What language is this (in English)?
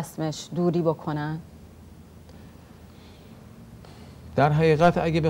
Persian